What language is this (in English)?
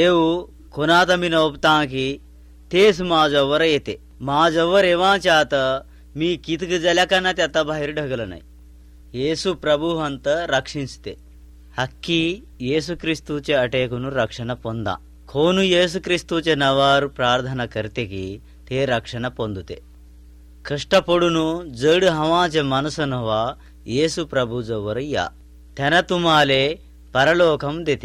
Marathi